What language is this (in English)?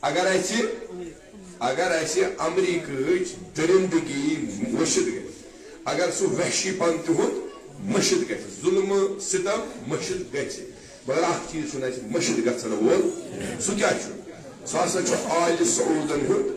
Kashmiri